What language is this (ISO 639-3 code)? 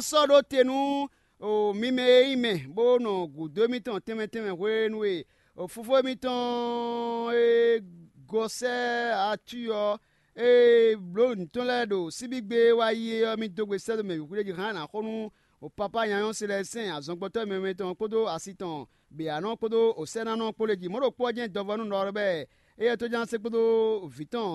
fon